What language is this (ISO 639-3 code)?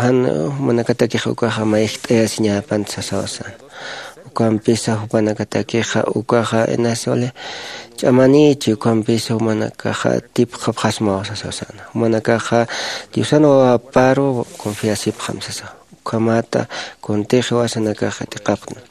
aym